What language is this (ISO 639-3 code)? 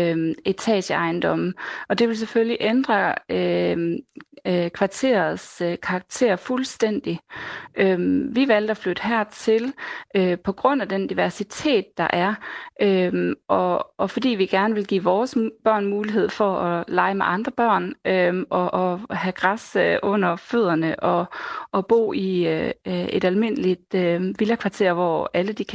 dan